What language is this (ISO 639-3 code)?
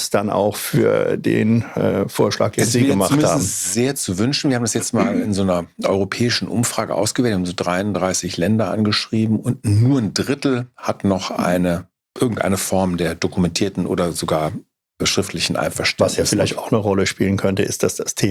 deu